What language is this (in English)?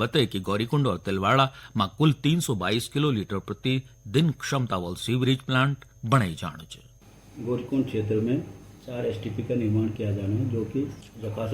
Garhwali